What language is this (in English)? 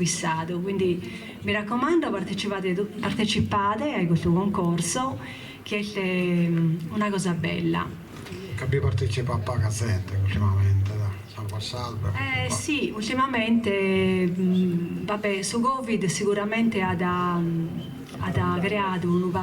Sardinian